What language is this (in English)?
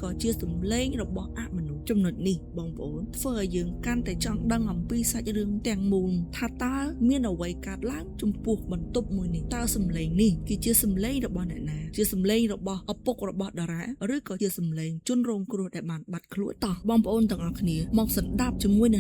Khmer